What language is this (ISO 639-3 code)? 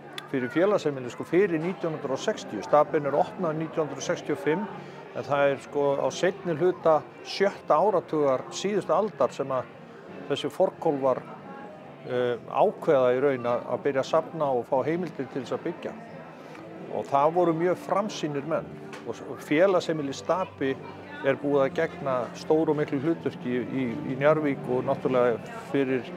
isl